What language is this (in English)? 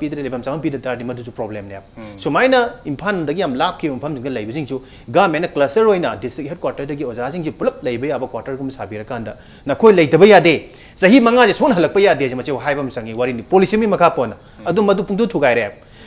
Manipuri